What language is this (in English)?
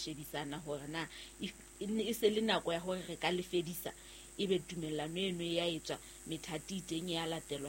Southern Sotho